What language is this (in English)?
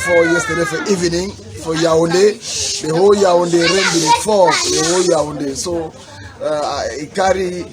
Cameroon Pidgin